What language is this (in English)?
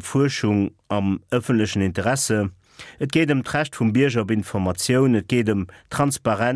Luxembourgish